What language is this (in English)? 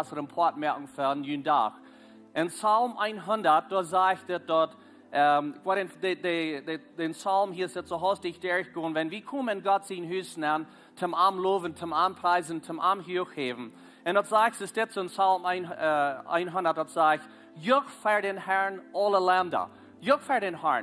Plautdietsch